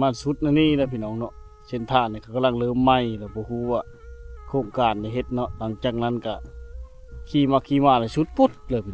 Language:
Lao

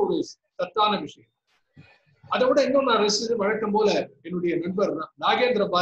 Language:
Tamil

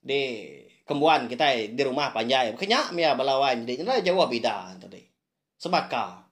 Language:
Iban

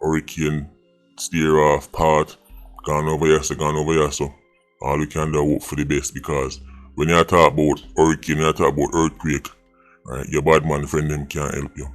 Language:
Jamaican Creole English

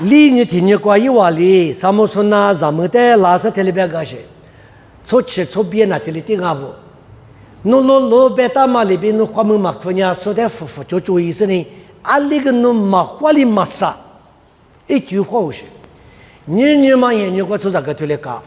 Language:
Lisu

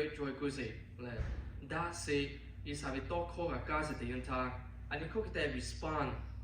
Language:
Lahu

